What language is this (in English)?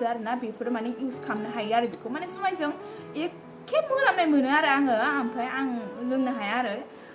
Bodo